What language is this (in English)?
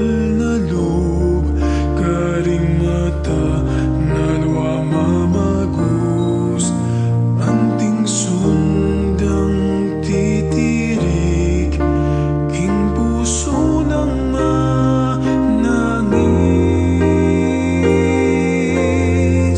Pampanga